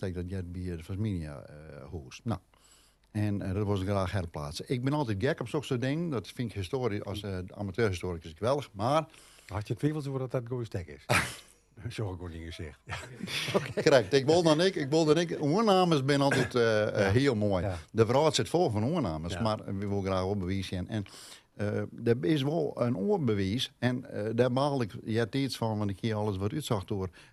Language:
Western Frisian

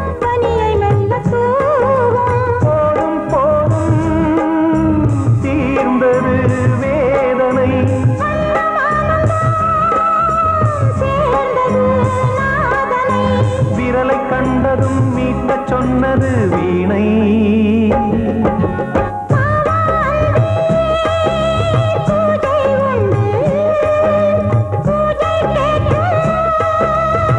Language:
Tamil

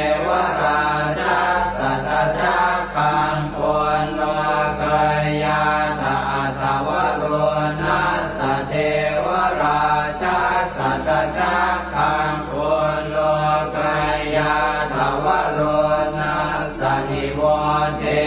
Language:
Pali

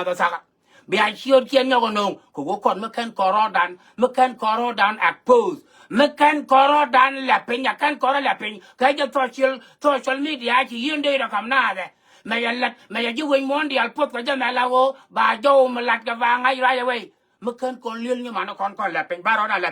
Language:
Nuer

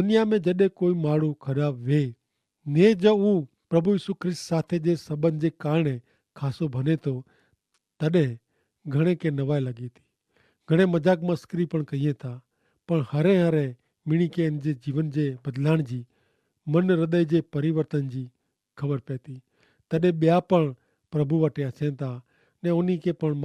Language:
Kachhi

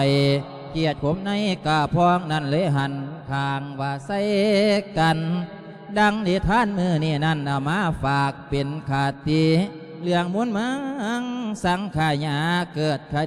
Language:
Lao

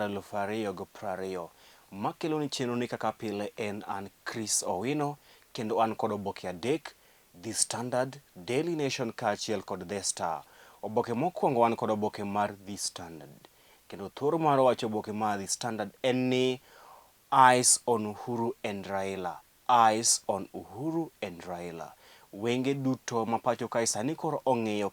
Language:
Luo (Kenya and Tanzania)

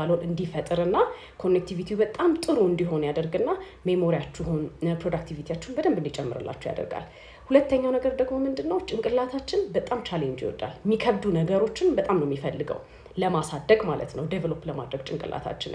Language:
Amharic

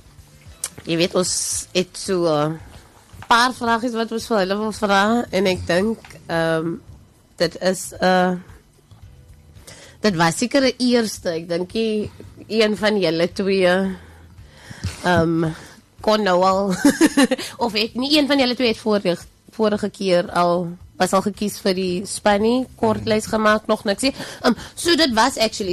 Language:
Afrikaans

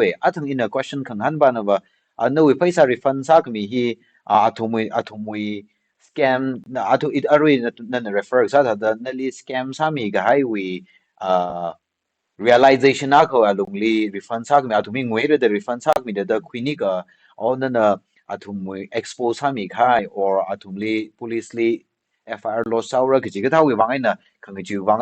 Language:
Tangkhul Naga (India)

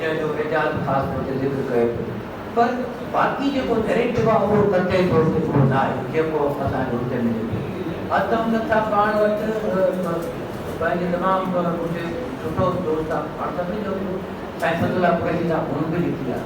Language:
Sindhi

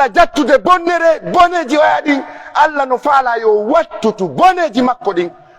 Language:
Pular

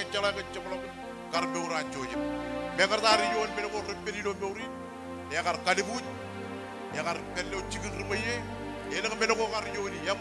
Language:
Marshallese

